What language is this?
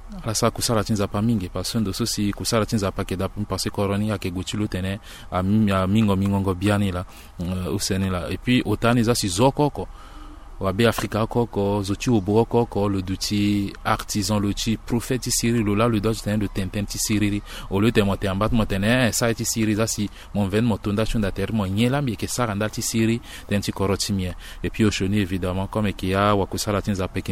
Sango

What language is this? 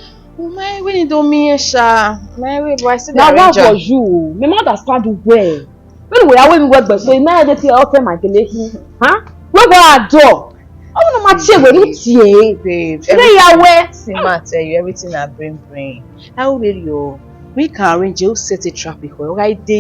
Bini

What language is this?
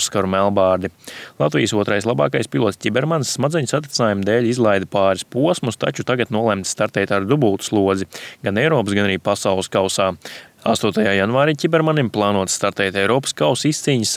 Latvian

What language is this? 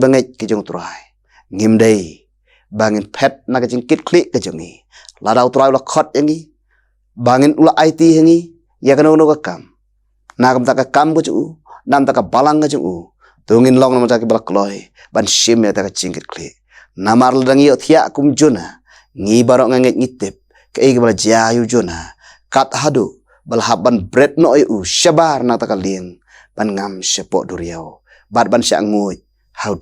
Khasi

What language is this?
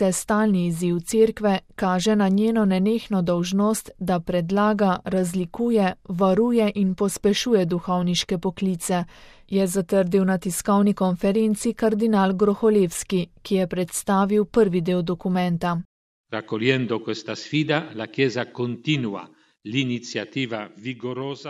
Slovenian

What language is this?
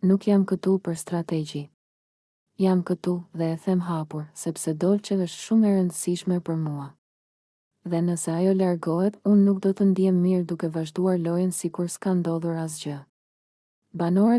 Albanian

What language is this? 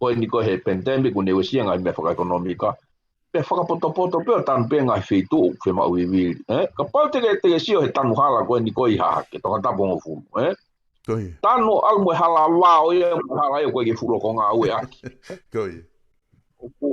Tongan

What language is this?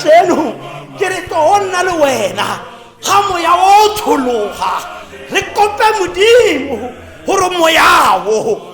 Tswana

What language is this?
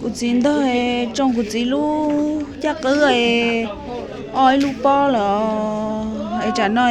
Hmong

